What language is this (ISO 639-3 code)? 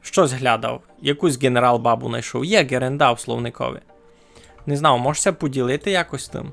rue